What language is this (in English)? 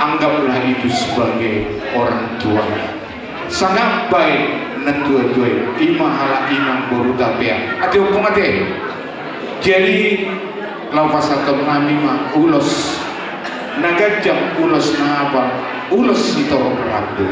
Batak Toba